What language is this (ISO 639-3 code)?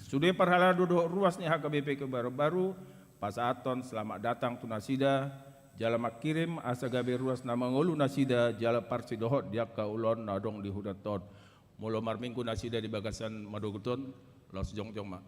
bbc